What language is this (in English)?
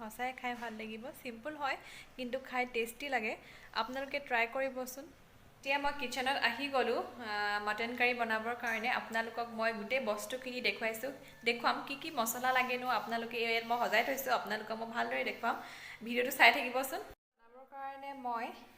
Assamese